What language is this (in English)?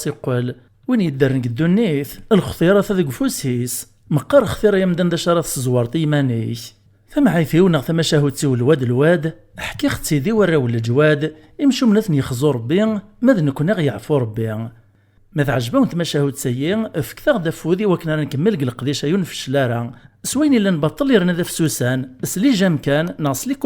Kabyle